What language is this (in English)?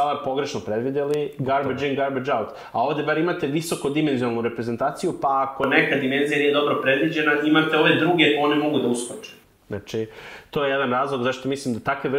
Serbian